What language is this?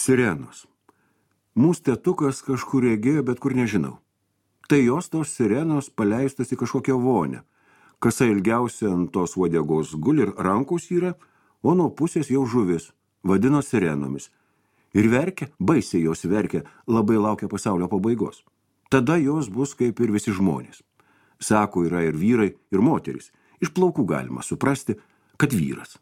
Lithuanian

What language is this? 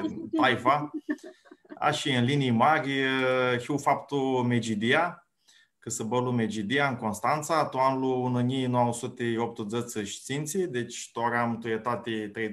Aromanian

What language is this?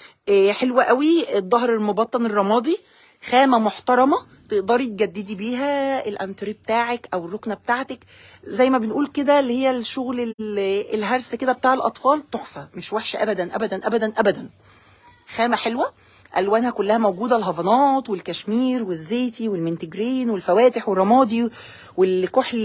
Egyptian Arabic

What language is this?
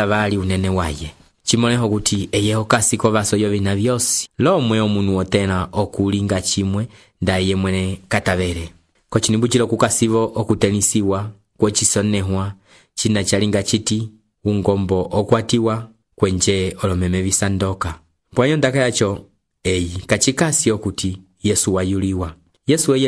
Umbundu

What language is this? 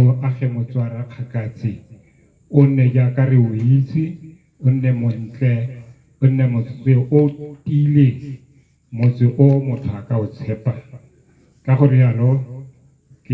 Tswana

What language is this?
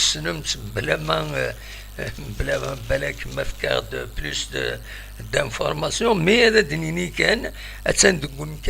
Kabyle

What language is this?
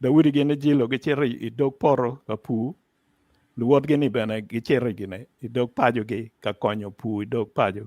Acoli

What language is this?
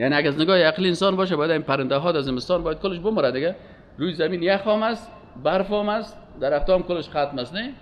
Persian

